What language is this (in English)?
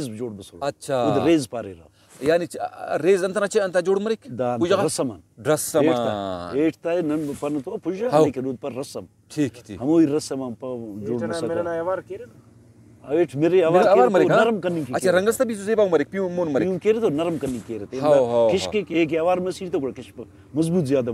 Brahui